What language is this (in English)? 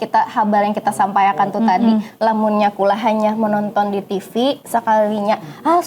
Banjar